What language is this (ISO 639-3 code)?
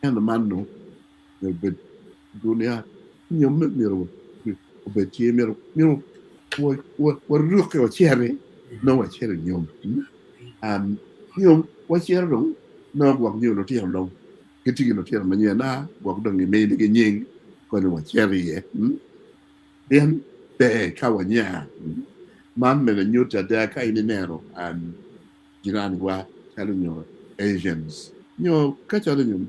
ach